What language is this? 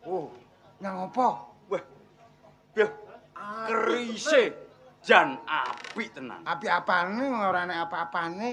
Javanese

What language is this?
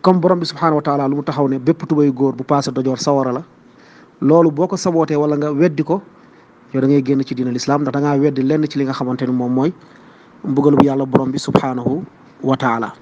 Wolof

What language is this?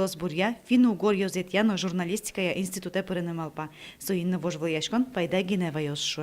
Udmurt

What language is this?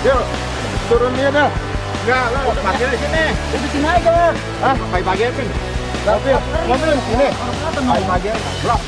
Betawi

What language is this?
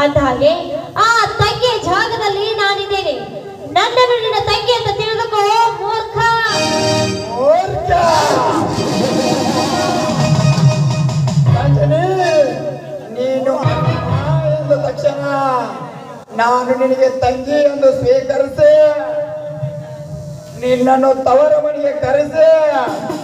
Kannada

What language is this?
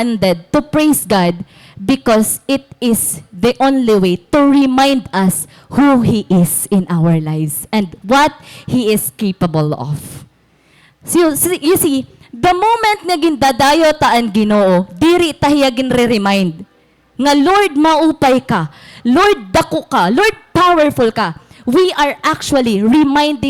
Waray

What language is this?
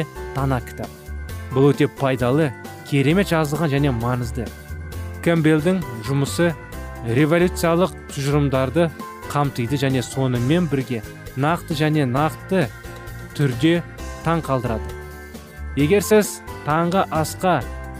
Kazakh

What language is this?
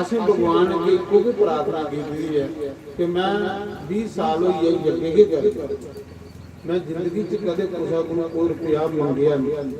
Dogri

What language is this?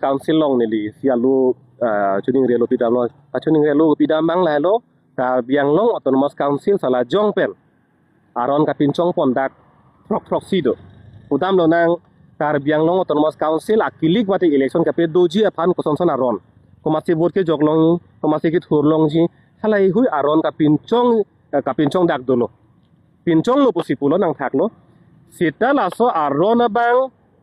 Karbi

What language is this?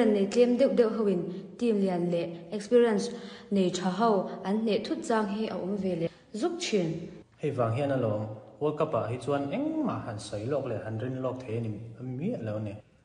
Mizo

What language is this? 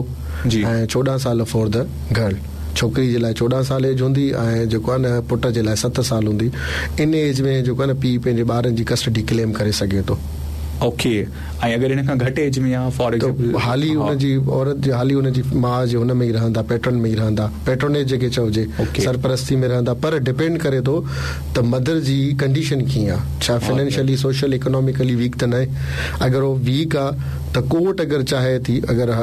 Sindhi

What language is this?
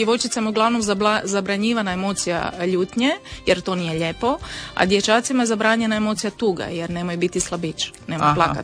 Croatian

